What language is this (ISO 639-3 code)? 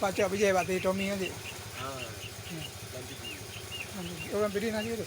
ace